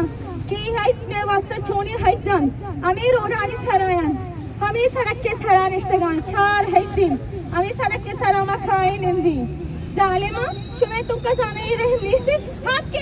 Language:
Baluchi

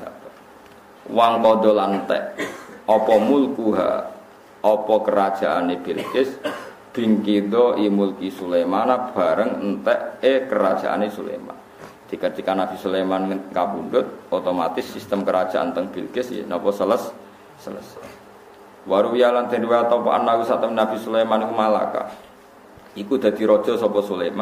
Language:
Javanese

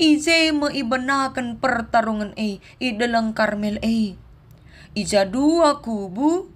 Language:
Batak Karo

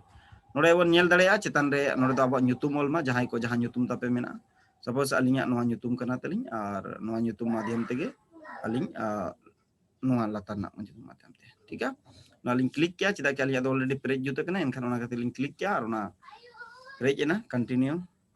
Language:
Santali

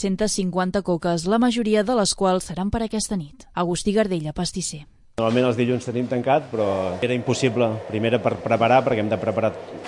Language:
Catalan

